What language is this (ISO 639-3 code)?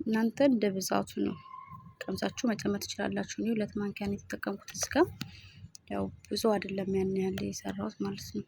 amh